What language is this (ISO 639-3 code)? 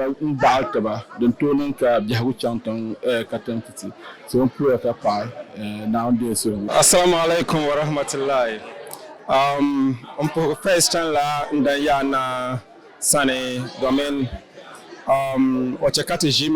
dag